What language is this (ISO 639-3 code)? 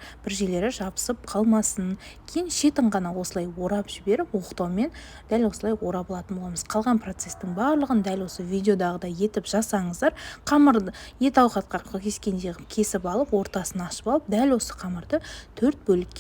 kaz